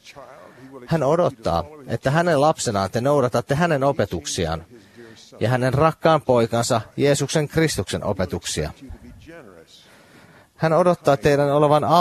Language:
Finnish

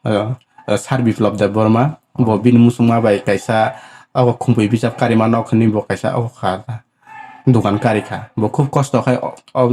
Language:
Kok Borok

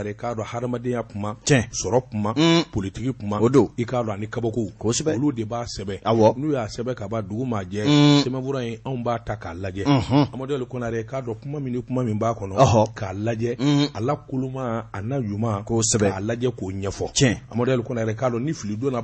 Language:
Bambara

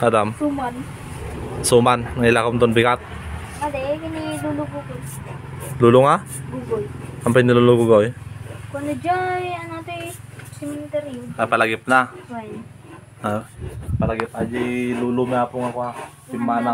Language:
Iloko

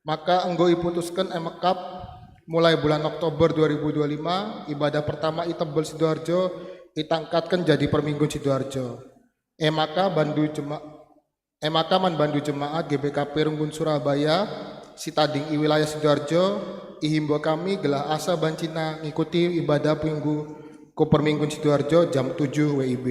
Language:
Batak Karo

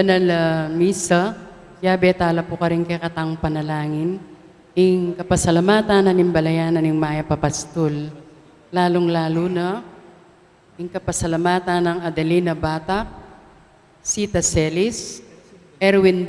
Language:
Pampanga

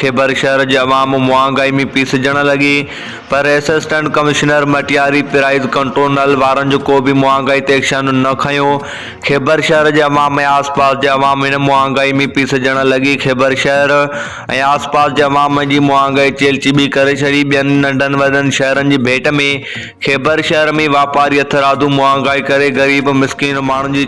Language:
Sindhi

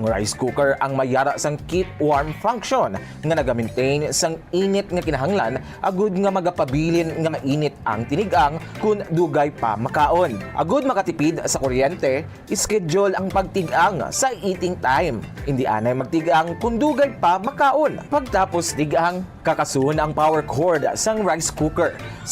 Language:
Hiligaynon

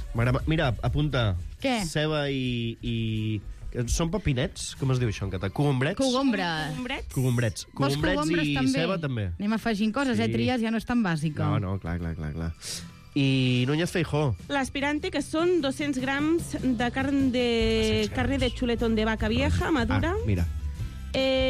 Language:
Catalan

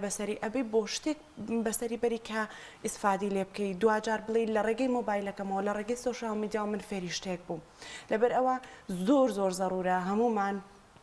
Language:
Central Kurdish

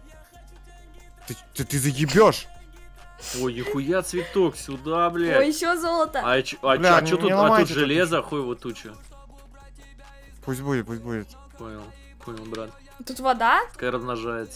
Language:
Russian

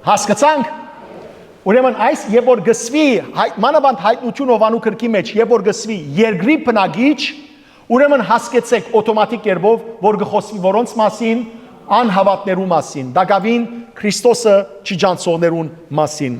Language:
Western Armenian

